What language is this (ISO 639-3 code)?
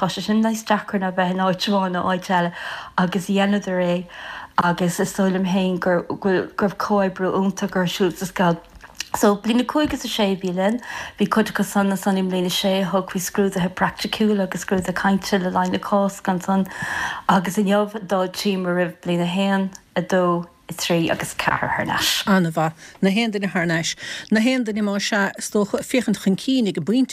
gle